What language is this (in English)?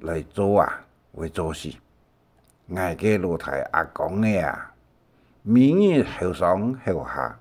Hakka Chinese